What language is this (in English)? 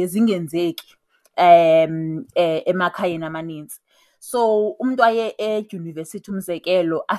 Xhosa